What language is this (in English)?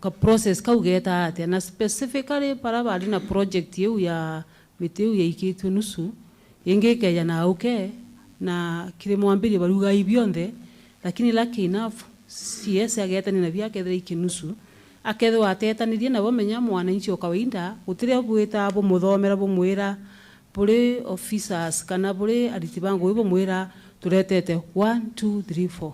Meru